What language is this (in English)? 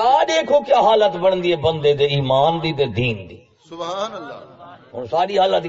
Saraiki